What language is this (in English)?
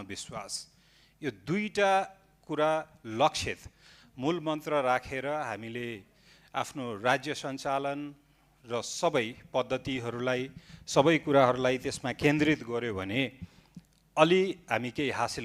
Nepali